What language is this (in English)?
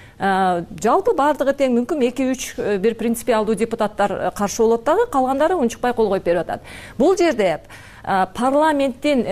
Kyrgyz